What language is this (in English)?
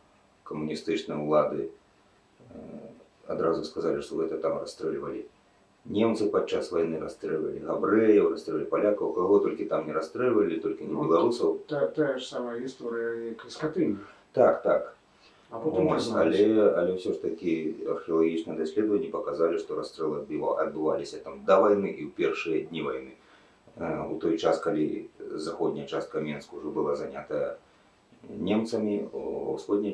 Belarusian